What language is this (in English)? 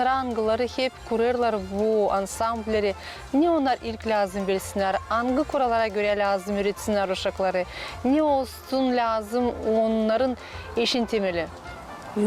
Gagauz